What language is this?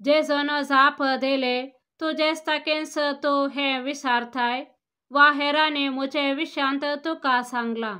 Konkani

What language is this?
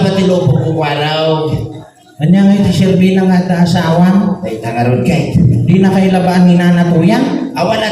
Iloko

